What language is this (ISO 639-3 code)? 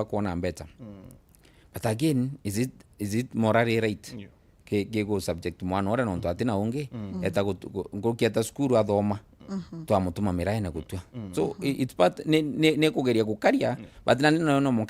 mer